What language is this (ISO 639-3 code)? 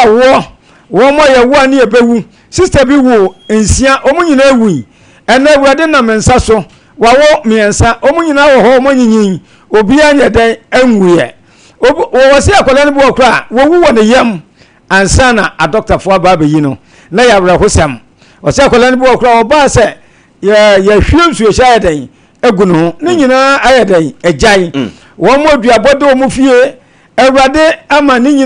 aka